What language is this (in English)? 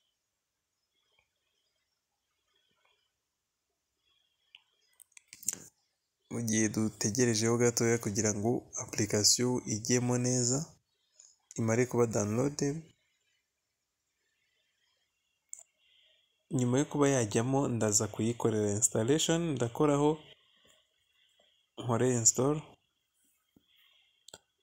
Kinyarwanda